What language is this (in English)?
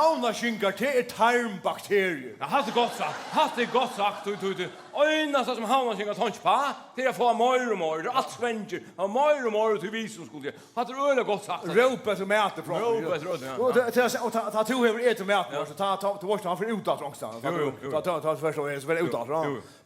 Faroese